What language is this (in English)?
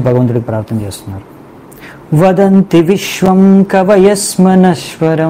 Telugu